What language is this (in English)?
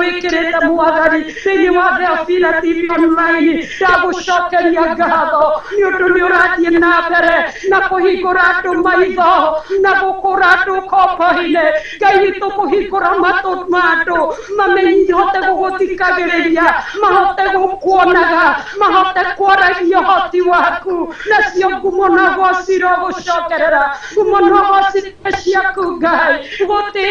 Kikuyu